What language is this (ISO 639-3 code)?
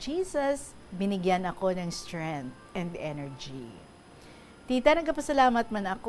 hil